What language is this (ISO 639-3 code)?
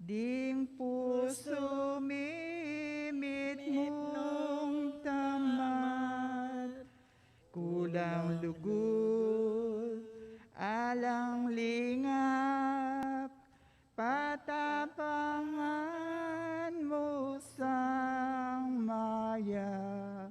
pam